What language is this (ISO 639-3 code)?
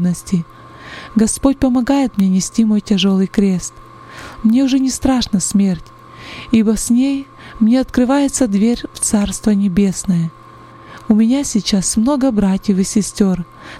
rus